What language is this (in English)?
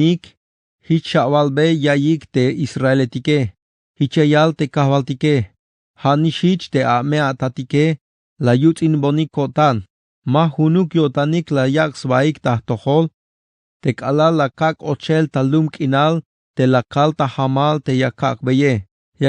Tzeltal